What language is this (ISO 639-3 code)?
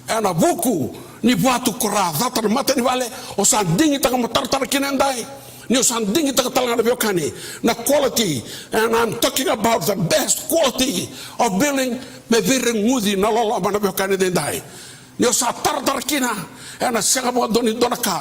fij